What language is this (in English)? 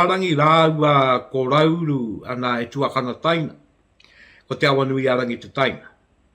Māori